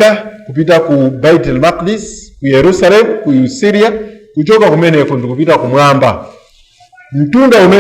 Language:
Nyanja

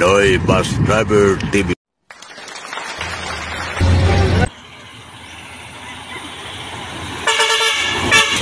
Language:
Filipino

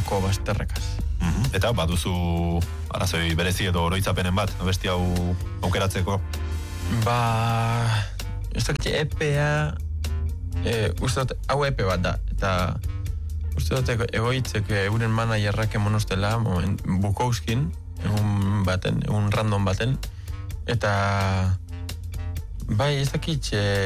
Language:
Basque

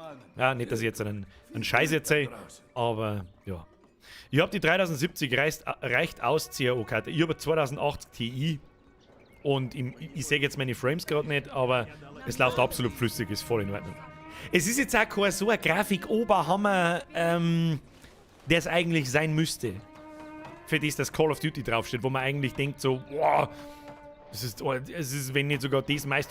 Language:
Bavarian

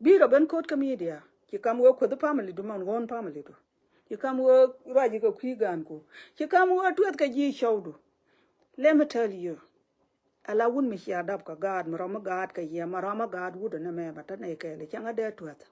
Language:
Nuer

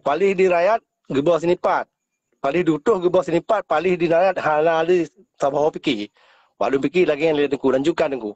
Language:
Achinese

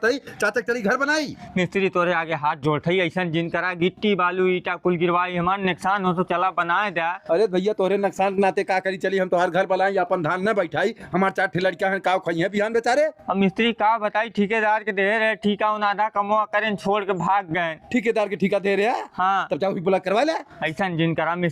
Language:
Bhojpuri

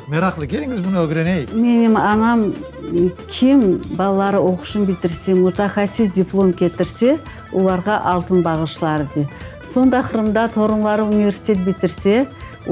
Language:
Crimean Tatar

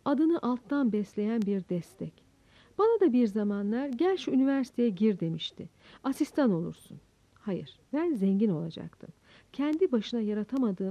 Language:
Turkish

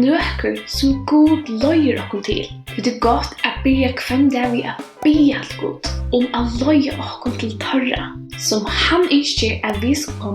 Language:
Faroese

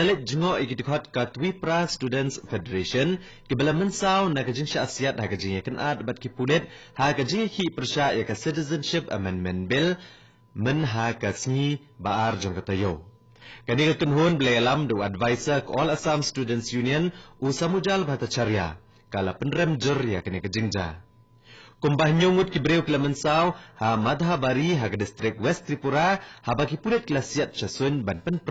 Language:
Khasi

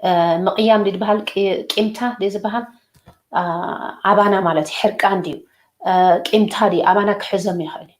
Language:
Tigrinya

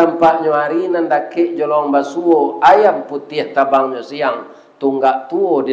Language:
Minangkabau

